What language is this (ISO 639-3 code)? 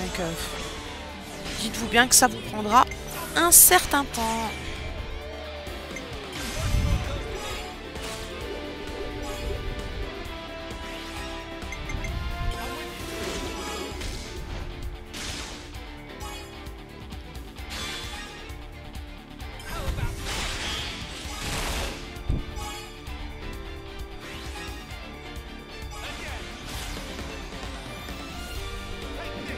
fra